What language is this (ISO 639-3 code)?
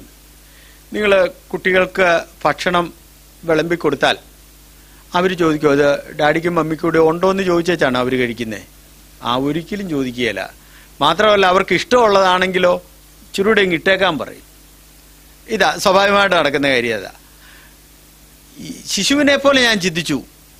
mal